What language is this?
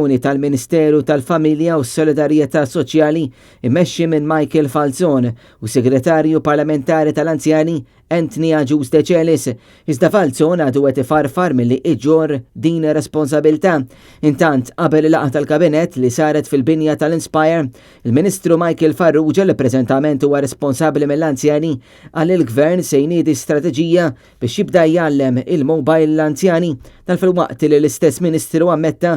Maltese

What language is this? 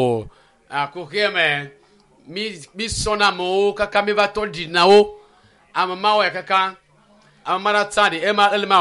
Ewe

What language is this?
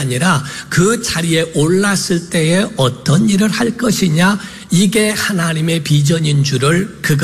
Korean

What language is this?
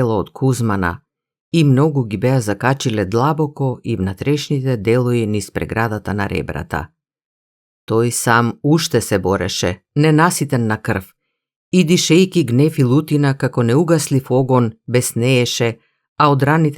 Macedonian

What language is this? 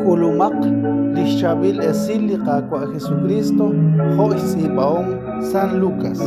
Kekchí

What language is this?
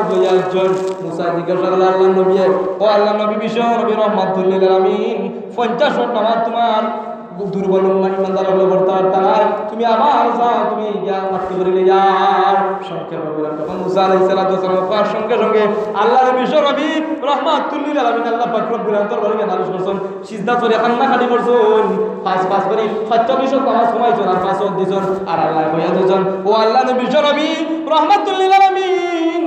Sylheti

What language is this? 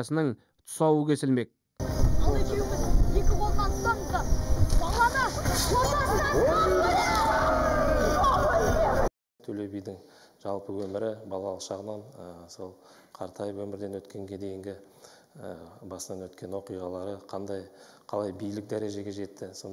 Kazakh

